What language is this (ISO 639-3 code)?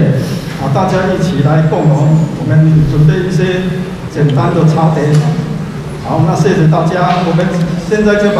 zho